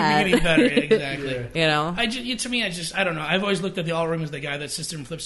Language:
English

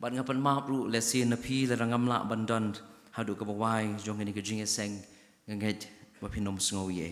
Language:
Khasi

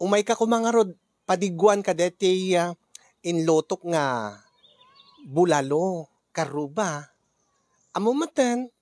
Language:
Iloko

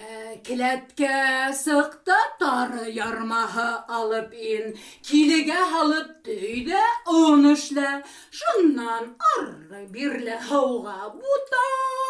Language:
Bashkir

